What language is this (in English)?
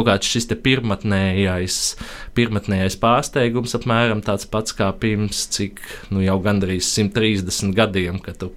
Latvian